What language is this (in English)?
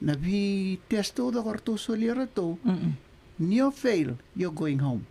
Fijian